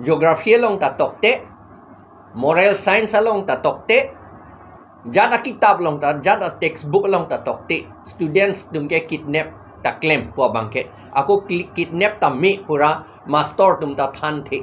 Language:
Karbi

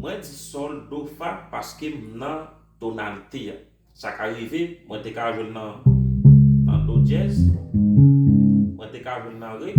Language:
Haitian Creole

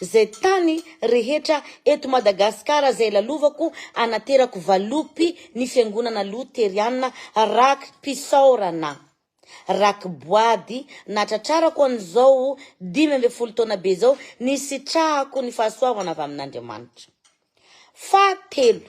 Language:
Malagasy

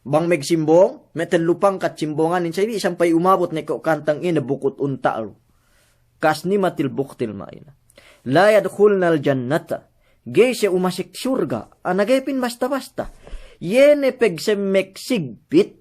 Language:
Yakan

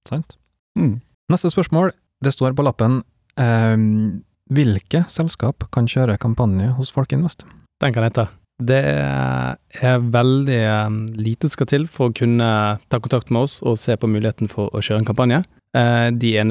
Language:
Norwegian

